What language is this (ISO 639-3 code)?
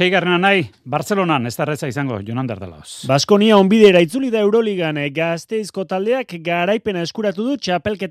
eus